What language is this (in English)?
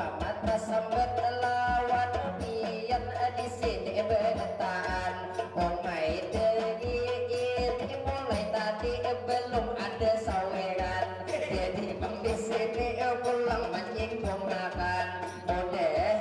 Banjar